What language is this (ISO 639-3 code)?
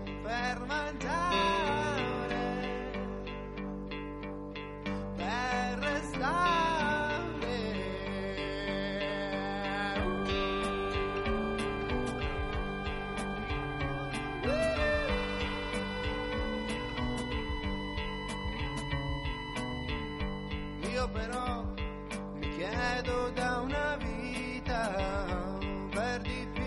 ita